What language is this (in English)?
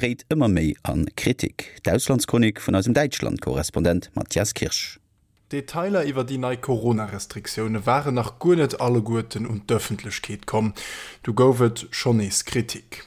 Luxembourgish